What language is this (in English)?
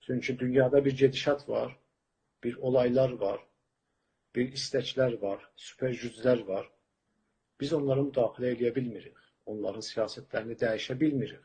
South Azerbaijani